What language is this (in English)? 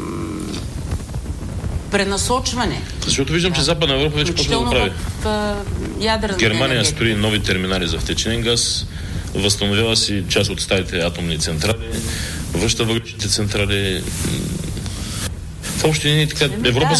Bulgarian